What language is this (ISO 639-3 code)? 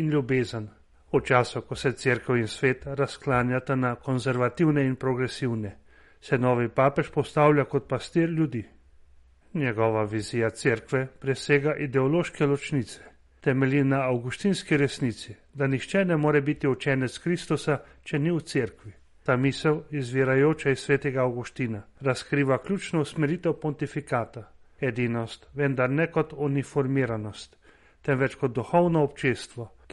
slv